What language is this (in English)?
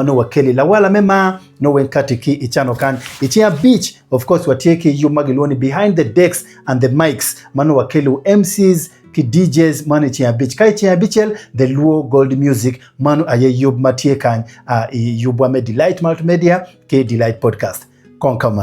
Acoli